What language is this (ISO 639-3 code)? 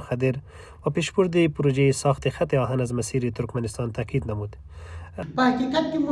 pus